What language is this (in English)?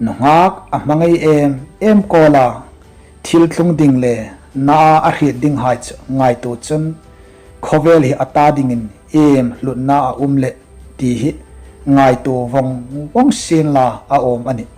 Hmar